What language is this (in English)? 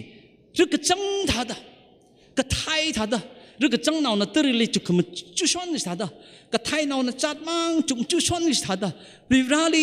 Tangkhul Naga (India)